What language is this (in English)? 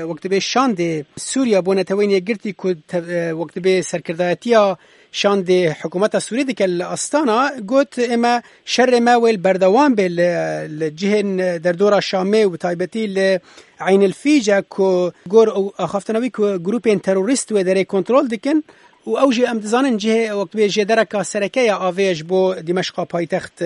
Kurdish